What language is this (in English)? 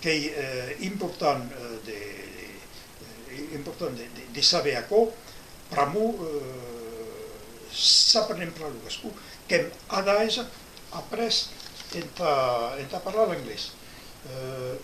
Occitan